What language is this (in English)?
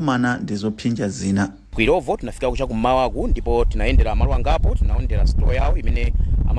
Nyanja